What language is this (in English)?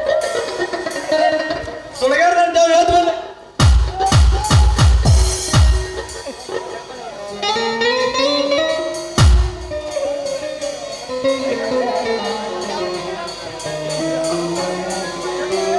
Kannada